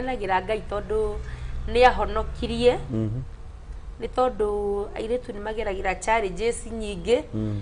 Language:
Kikuyu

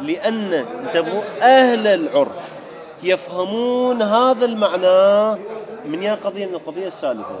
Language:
Mesopotamian Arabic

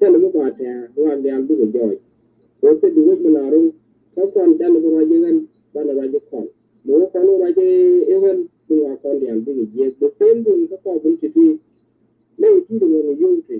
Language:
Nuer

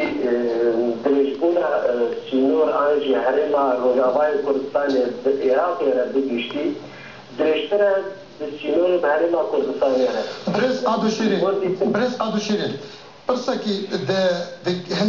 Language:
Kurdish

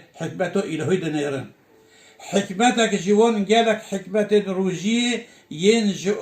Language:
Kurdish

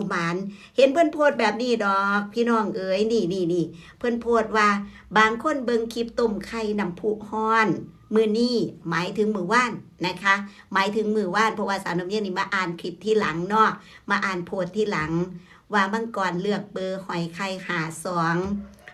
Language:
Northeastern Thai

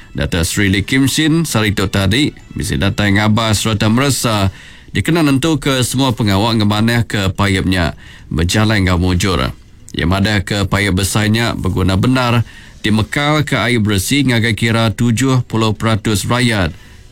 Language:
Iban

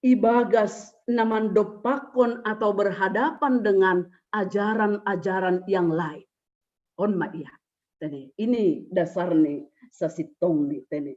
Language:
Batak Simalungun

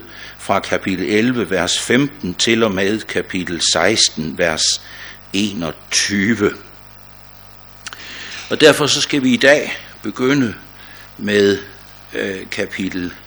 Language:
Danish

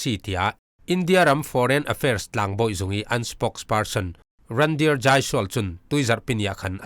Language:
Falam Chin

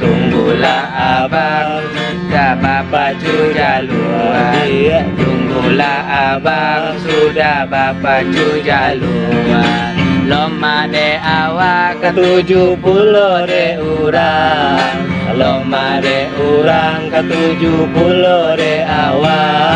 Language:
Minangkabau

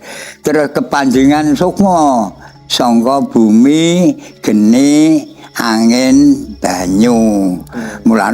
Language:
Javanese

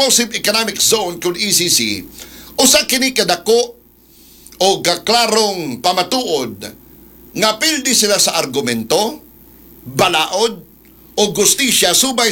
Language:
Cebuano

